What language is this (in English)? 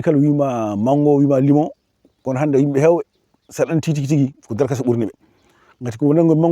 Fula